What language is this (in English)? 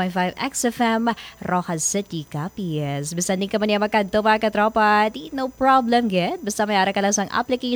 Hiligaynon